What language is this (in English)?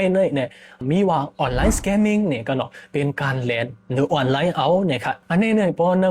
Shan